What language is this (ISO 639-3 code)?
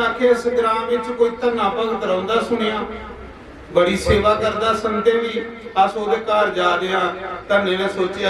doi